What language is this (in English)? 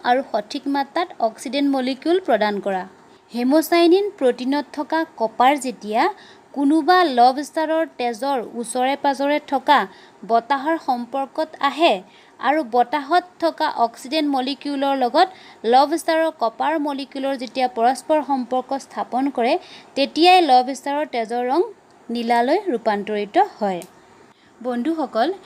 Assamese